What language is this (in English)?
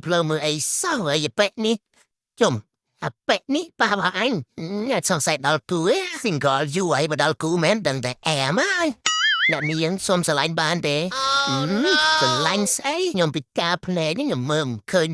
Khmer